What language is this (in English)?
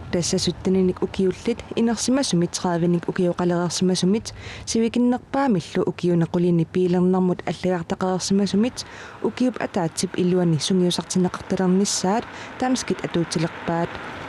Kalaallisut